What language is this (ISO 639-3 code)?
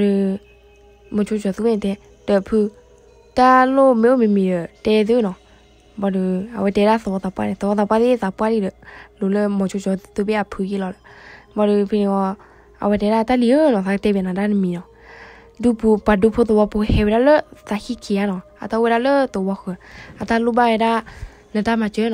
ksw